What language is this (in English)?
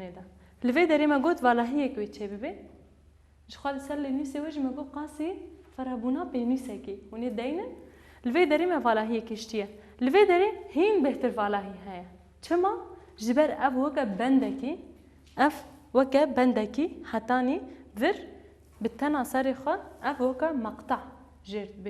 Kurdish